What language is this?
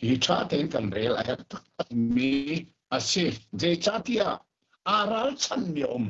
Hakha Chin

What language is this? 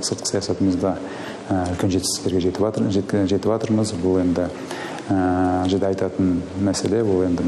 Kazakh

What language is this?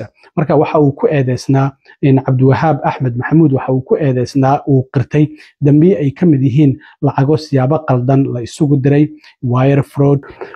Somali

